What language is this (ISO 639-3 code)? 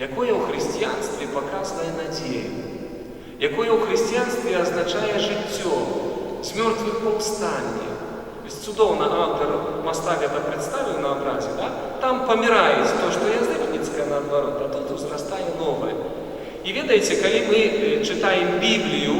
bel